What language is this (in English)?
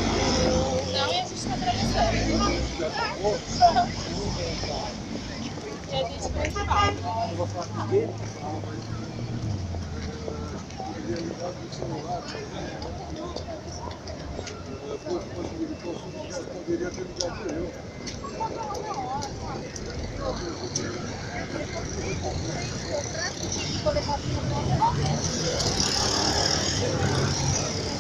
Portuguese